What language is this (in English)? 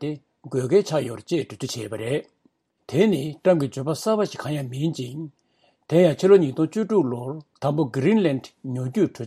Tibetan